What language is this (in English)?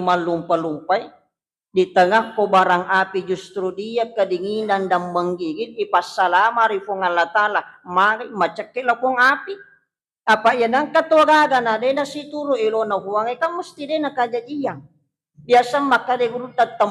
Buginese